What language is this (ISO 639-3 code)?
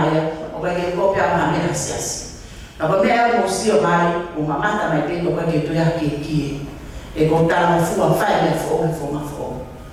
ton